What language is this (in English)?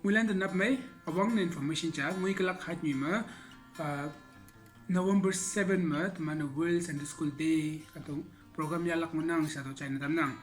Konyak Naga